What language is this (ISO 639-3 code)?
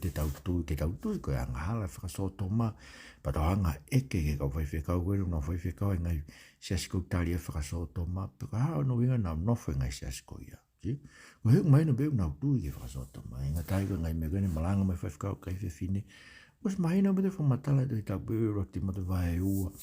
ton